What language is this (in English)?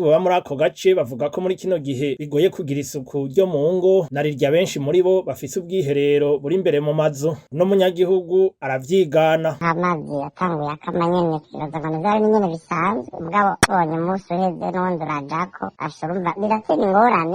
Rundi